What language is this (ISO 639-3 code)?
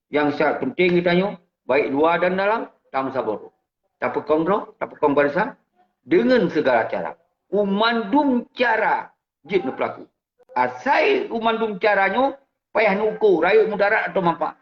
ace